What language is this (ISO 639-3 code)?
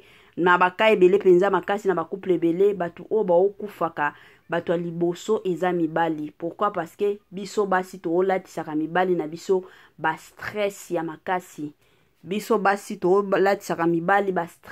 lin